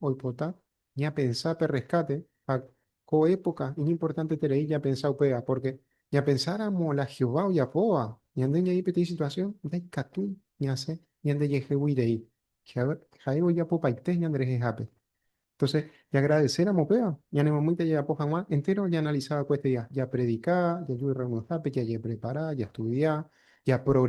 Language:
Guarani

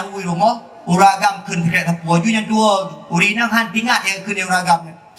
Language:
Achinese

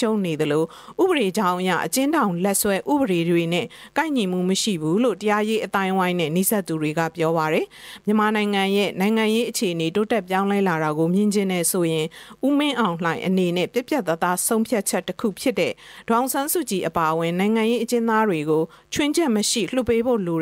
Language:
Burmese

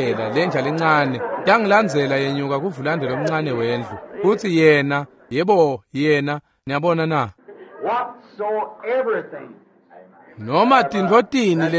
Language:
Swati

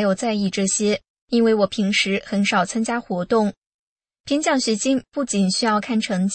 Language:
Chinese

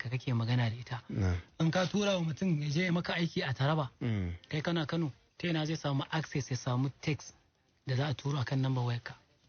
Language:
Hausa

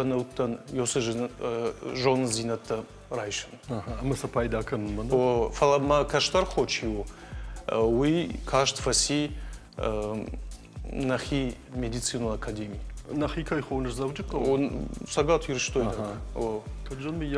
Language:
Ossetic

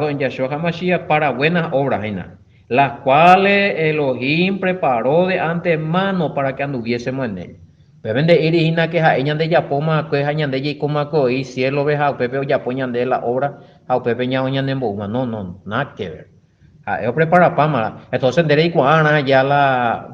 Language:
Guarani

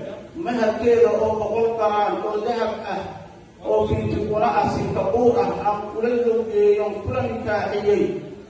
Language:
Somali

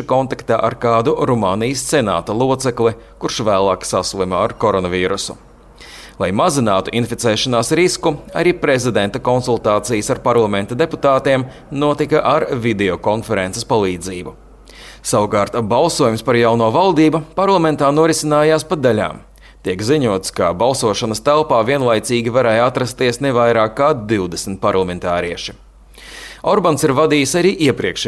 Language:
Latvian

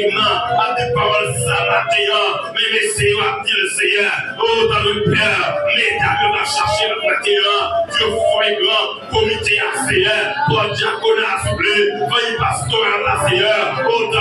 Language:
Haitian Creole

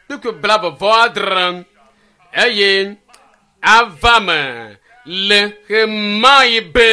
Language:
Ewe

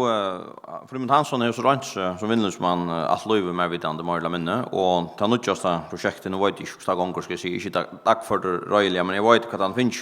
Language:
Faroese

